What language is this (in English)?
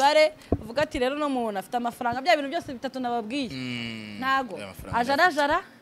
Kinyarwanda